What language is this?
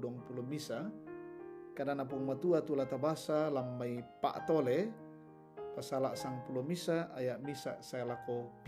Toraja-Sa'dan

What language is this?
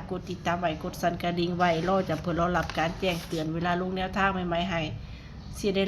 Northeastern Thai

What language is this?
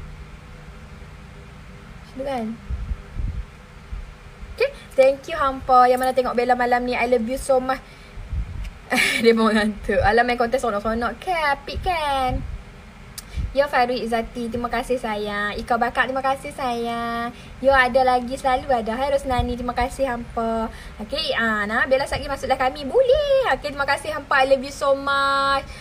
Malay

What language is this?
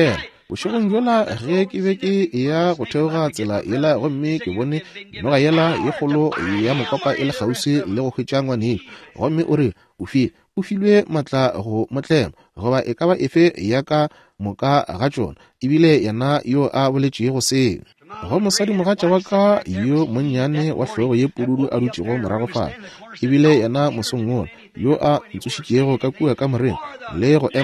Northern Sotho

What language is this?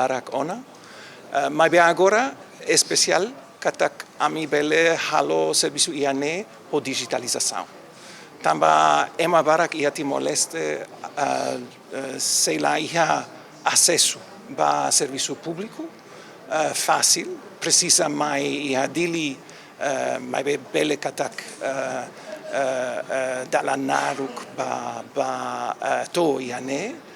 Tetum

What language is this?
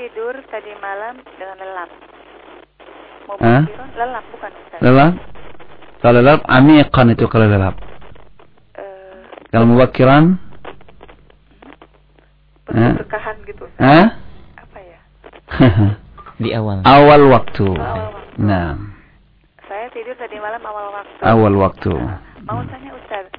Indonesian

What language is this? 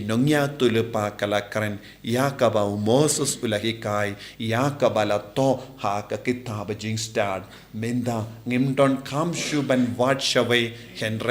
Khasi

